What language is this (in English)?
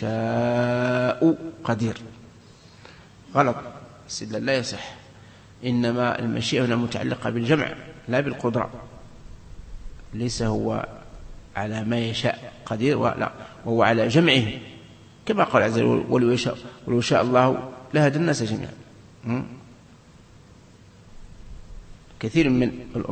Arabic